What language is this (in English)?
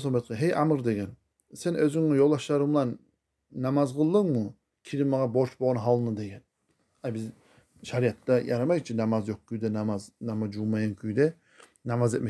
Kumyk